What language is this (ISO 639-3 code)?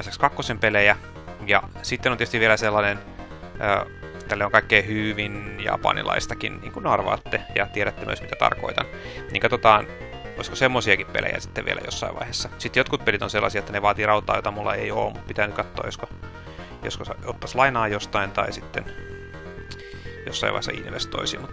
fin